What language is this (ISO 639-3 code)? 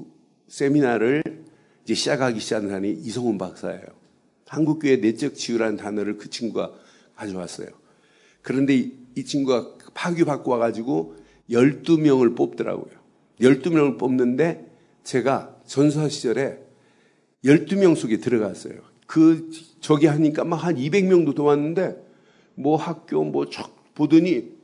kor